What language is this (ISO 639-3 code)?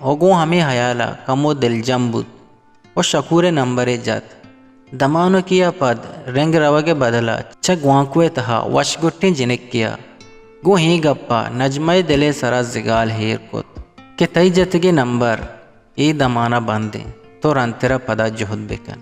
bgp